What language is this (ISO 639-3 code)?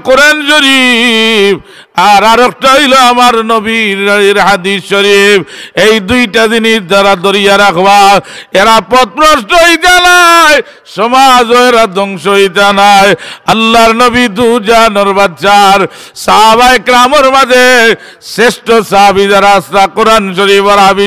syl